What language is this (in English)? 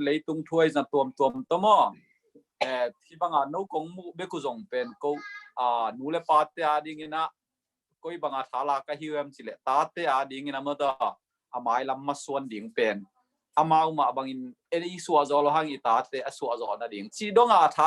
Tedim Chin